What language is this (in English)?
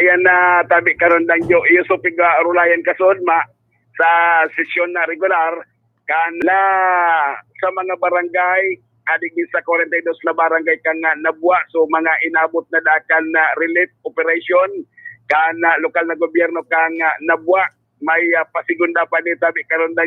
Bikol